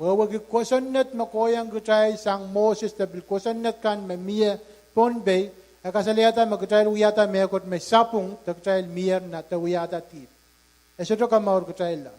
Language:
Pohnpeian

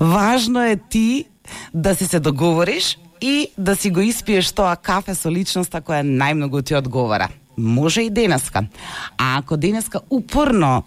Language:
Macedonian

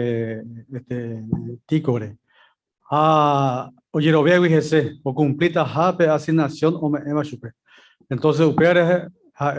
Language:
Guarani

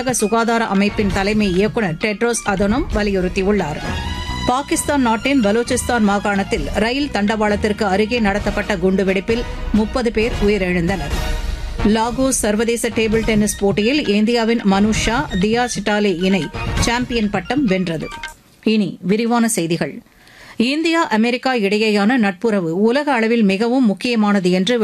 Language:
Tamil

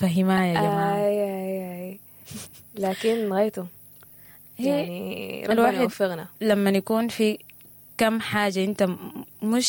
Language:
Sudanese Arabic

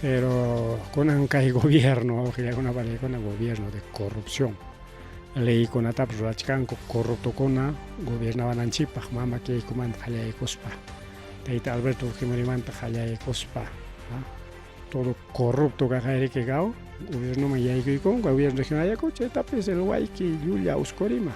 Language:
Ayacucho Quechua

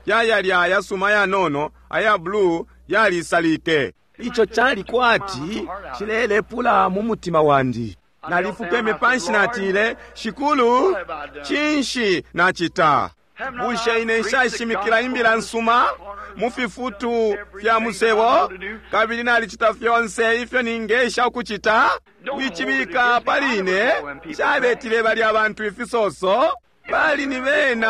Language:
Bemba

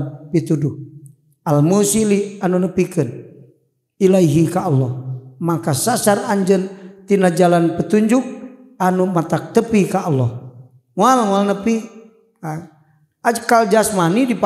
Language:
Sundanese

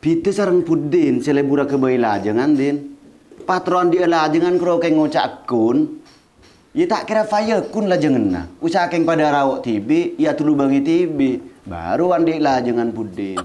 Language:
Madurese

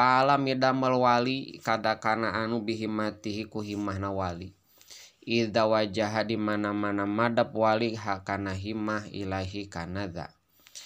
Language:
Sundanese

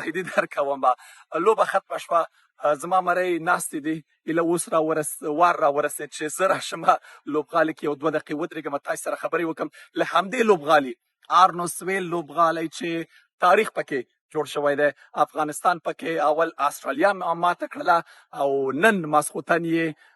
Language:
Pashto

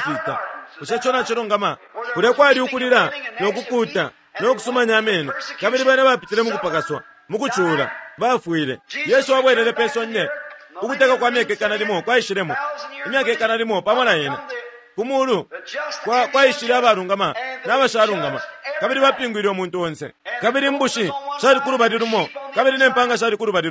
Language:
Bemba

